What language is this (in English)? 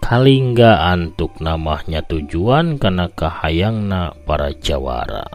Sundanese